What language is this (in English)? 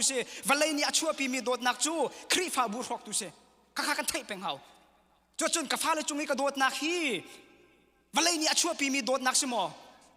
Hakha Chin